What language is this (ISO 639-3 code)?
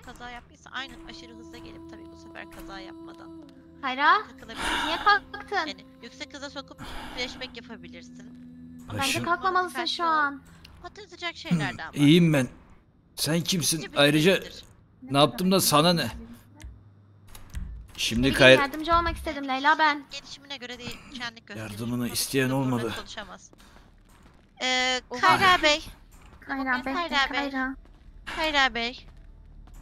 tur